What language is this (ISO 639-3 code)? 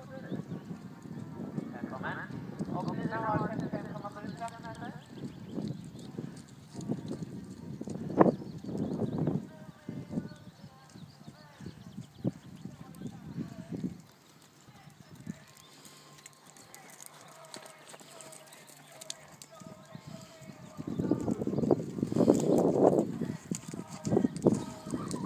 swe